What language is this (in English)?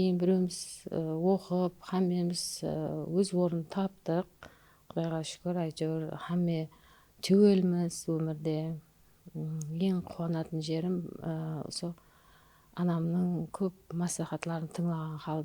Kara-Kalpak